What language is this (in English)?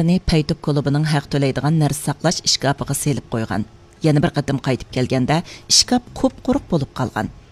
Uyghur